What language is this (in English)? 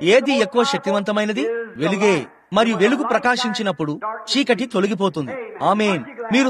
Telugu